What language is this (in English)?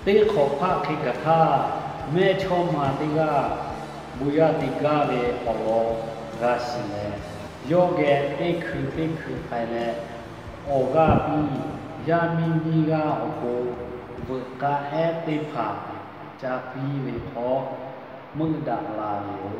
Lahu